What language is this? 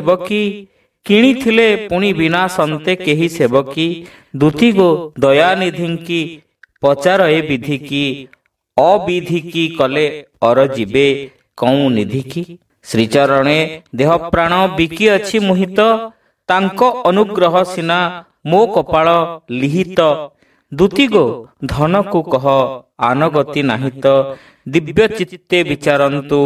Odia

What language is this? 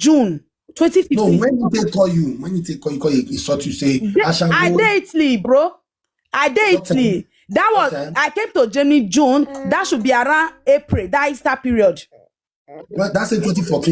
Nigerian Pidgin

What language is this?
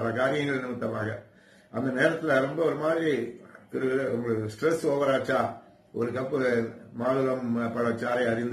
Tamil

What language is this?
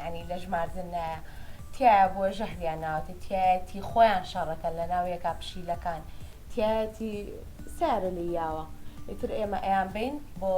Central Kurdish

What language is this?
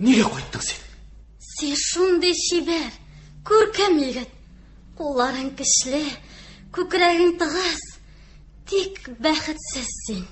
Tatar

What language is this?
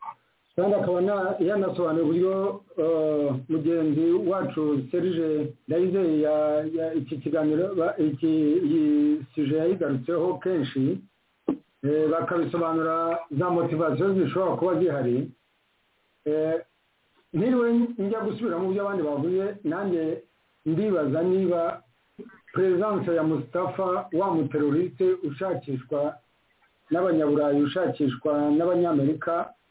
Kinyarwanda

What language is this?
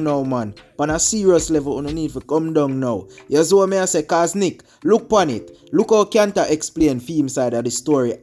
Jamaican Creole English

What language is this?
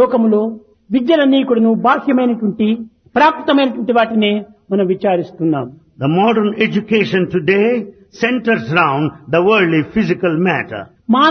Telugu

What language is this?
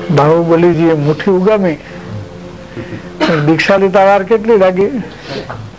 Gujarati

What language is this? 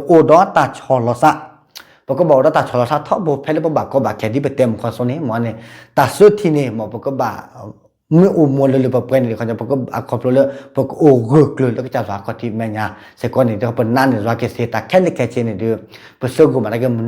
S'gaw Karen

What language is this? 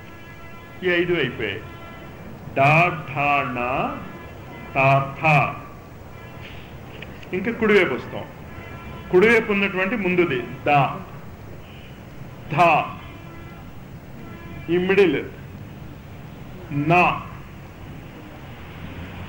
Telugu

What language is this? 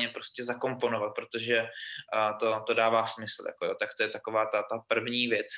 Czech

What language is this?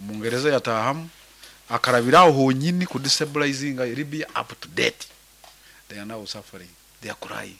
Nyankole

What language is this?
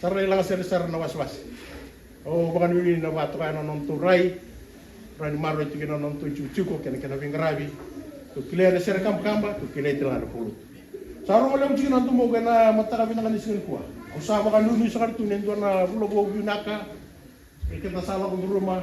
Fijian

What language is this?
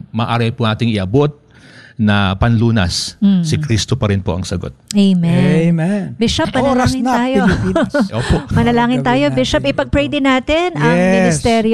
Filipino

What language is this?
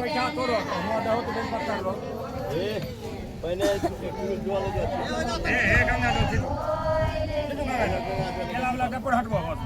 Maithili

